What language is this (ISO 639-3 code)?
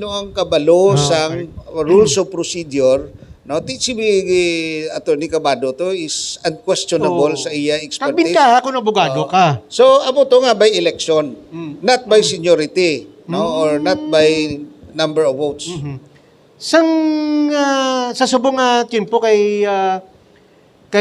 hil